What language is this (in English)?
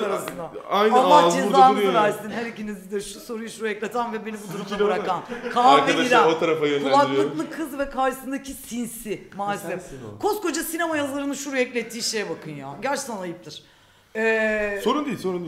Turkish